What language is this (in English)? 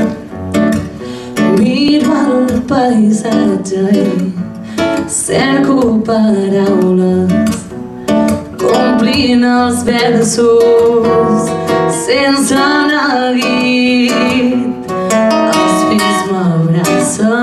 Catalan